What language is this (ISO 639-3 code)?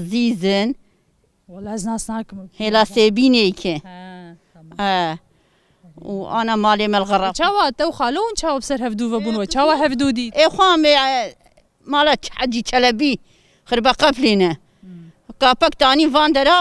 kur